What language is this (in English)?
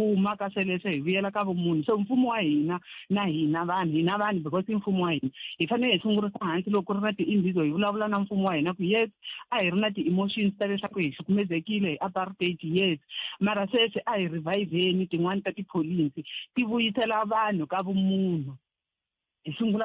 Tsonga